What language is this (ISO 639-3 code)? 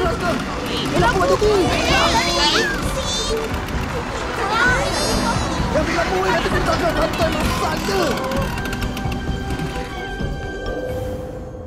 msa